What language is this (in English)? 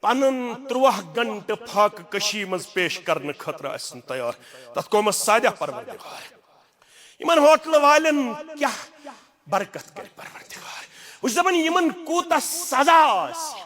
Kashmiri